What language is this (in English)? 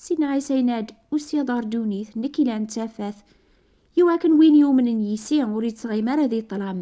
Kabyle